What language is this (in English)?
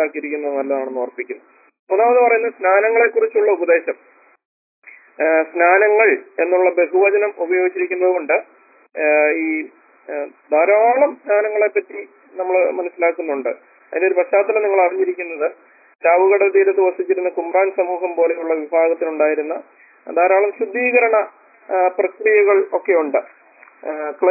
Malayalam